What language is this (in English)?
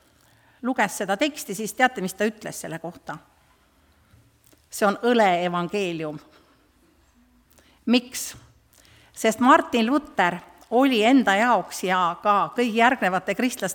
Estonian